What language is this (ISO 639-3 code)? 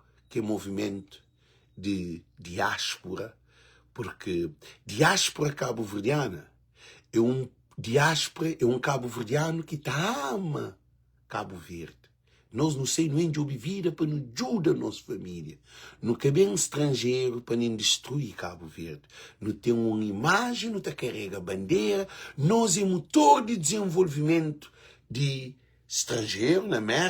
kea